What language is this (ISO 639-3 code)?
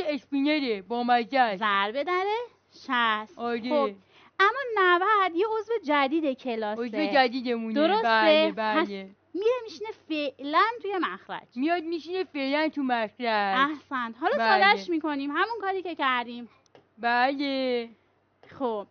fas